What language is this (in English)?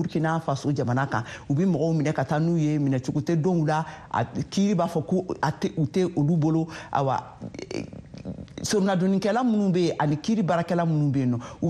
Bambara